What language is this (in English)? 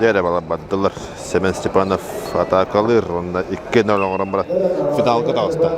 Yakut